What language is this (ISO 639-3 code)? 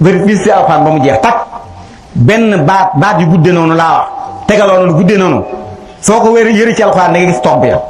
wol